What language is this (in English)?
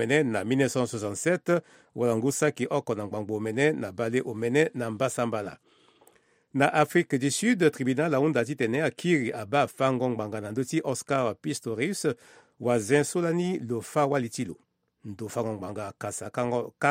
Sango